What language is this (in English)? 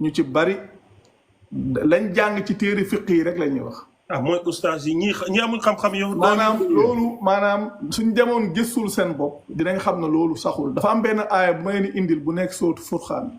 Wolof